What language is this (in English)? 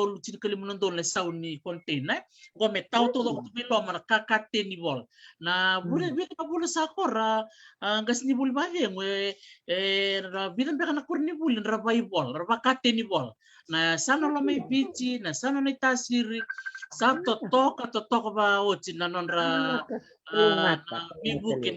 Fijian